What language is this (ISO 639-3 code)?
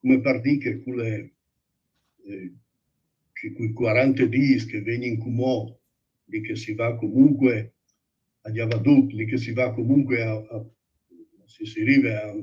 fur